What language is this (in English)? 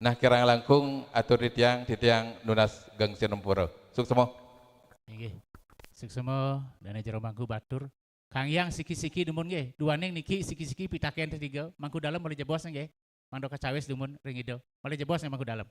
Balinese